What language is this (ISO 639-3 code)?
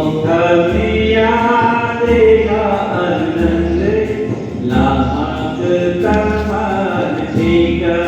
trp